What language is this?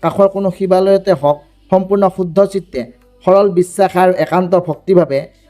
Assamese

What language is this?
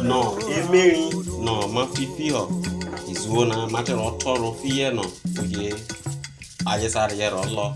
Isoko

